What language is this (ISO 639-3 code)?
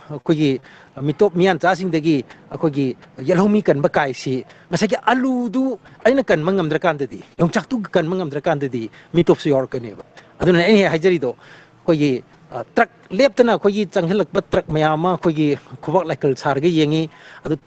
mni